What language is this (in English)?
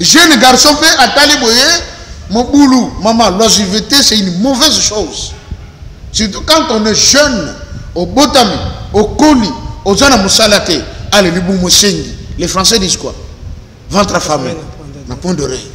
Lingala